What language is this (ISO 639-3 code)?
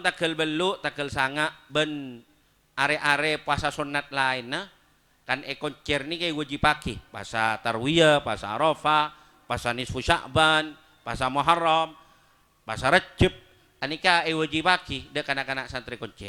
mad